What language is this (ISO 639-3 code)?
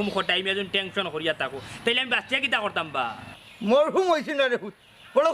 syl